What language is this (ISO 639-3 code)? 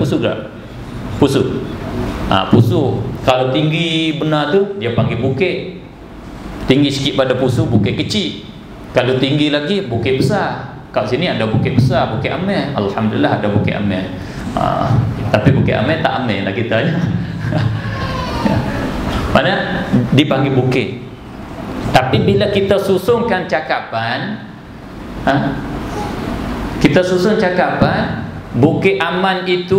msa